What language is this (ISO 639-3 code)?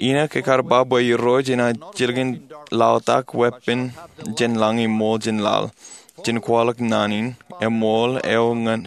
mah